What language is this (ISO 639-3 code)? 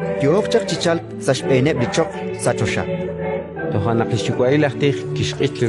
kek